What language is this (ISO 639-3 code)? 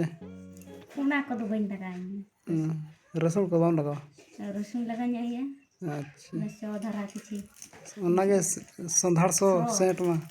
sat